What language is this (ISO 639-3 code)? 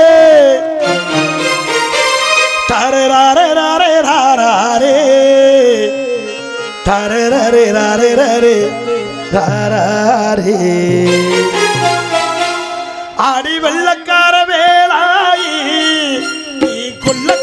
tam